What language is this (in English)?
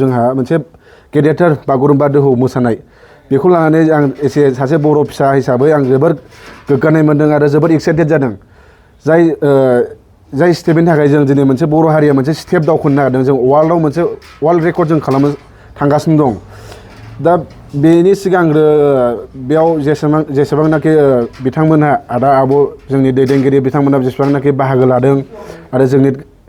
Bodo